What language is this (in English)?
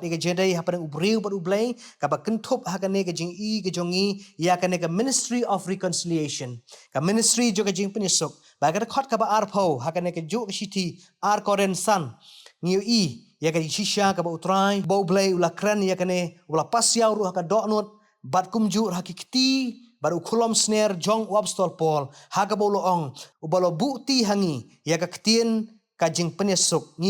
Khasi